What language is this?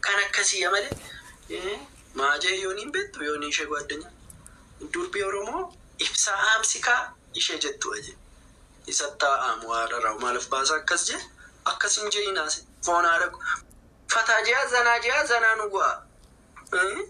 Oromo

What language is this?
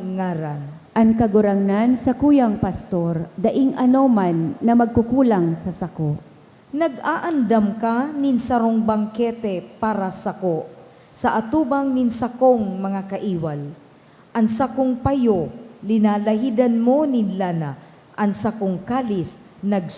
Bikol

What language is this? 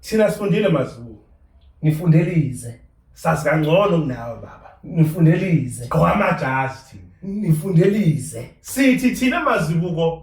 Zulu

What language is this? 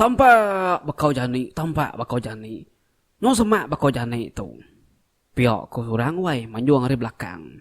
Iban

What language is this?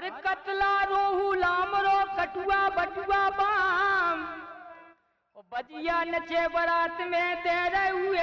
Bhojpuri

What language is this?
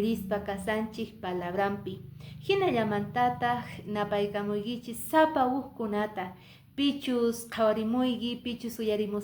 Quechua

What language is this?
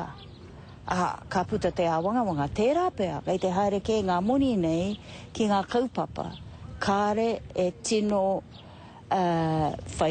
Māori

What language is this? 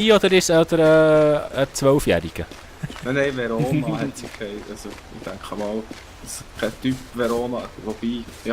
Swiss German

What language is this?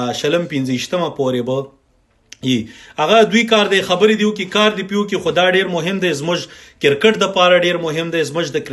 Pashto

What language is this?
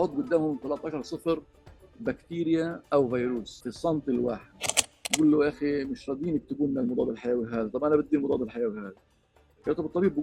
North Levantine Arabic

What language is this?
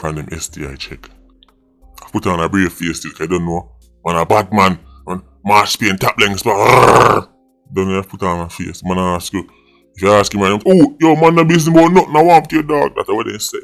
Jamaican Creole English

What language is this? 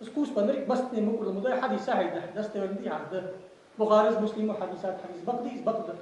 Ingush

